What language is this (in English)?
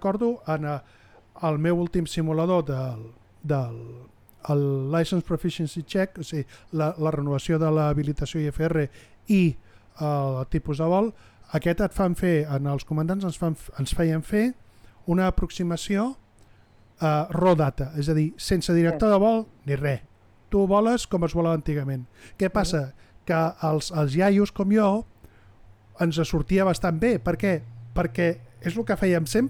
Catalan